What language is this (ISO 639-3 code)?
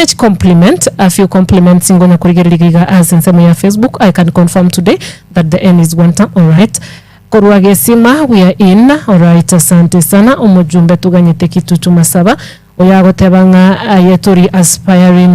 guz